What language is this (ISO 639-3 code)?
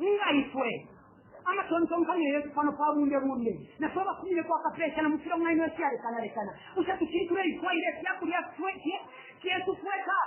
bem